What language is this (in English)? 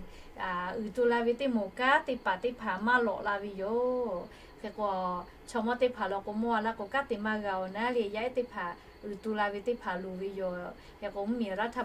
Lahu